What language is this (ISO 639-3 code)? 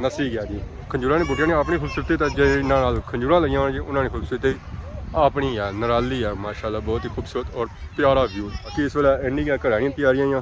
phr